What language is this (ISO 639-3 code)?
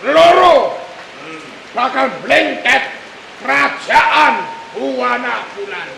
jav